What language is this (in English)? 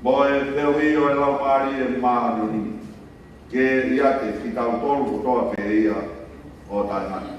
Tongan